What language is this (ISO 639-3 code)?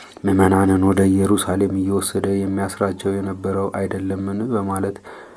amh